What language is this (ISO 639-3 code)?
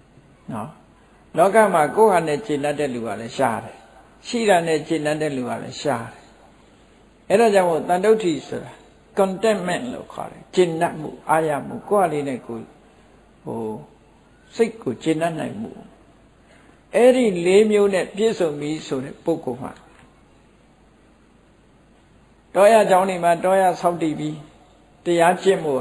mya